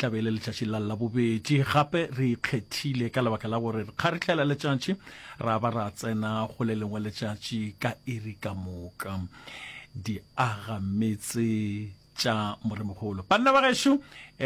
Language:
Northern Sotho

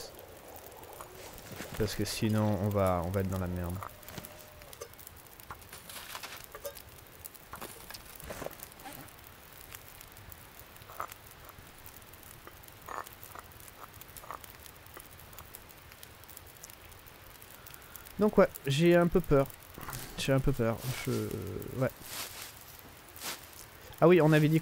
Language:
French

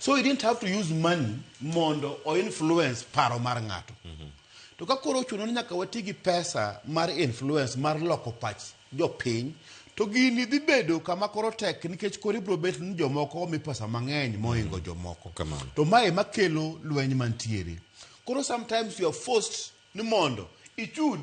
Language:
Luo (Kenya and Tanzania)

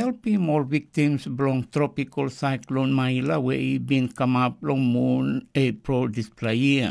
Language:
Tok Pisin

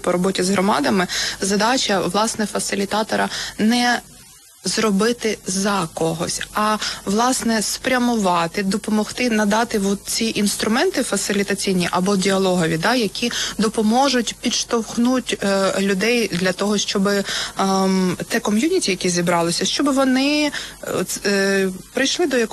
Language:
Ukrainian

